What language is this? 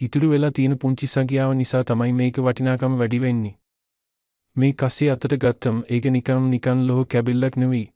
Sinhala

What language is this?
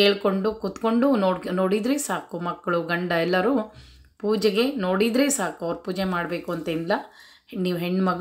Kannada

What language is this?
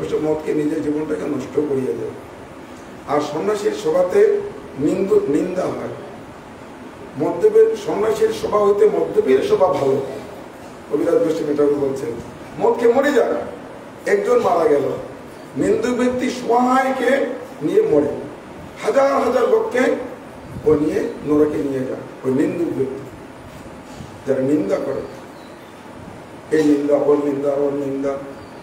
Bangla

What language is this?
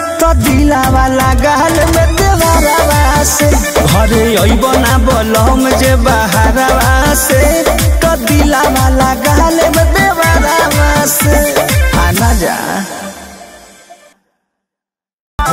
Bhojpuri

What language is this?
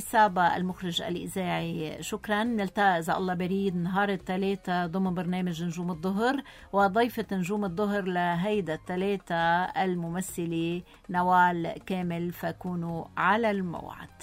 North Levantine Arabic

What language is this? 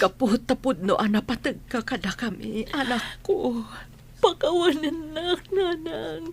Iloko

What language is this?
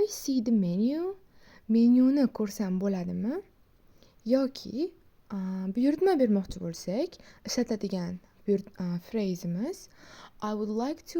Uzbek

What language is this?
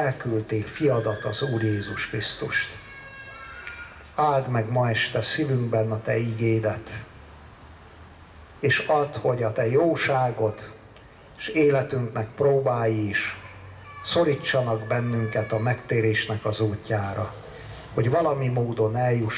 Hungarian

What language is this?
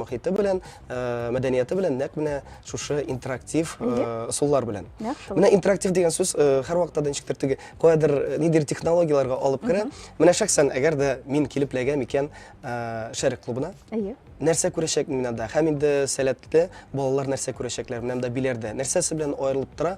Tatar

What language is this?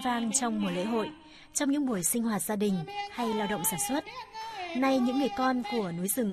Vietnamese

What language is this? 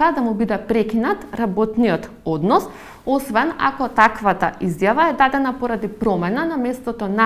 Macedonian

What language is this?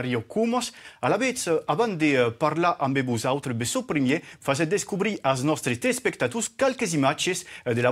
Occitan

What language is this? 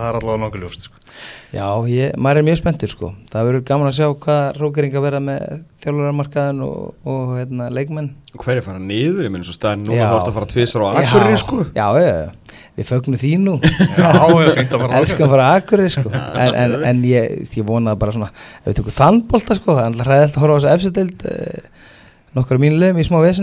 Icelandic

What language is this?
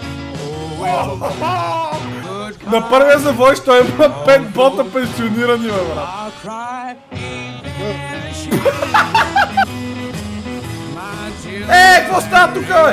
Bulgarian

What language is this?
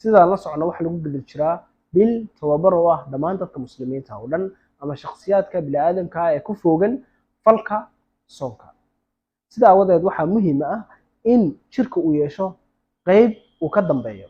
Somali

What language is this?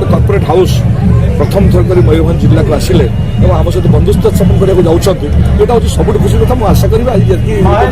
Santali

